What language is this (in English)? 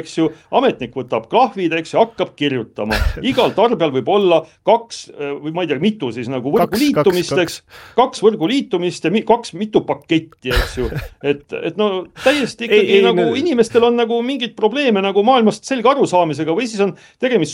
Estonian